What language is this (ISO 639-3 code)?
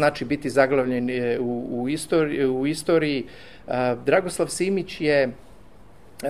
srp